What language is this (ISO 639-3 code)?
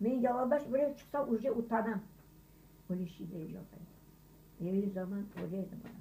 crh